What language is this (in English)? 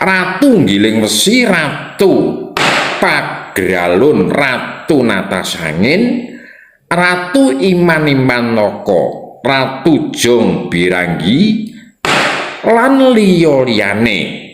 Javanese